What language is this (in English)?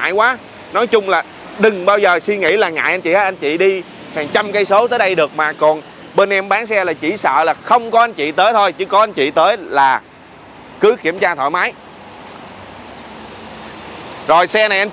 Vietnamese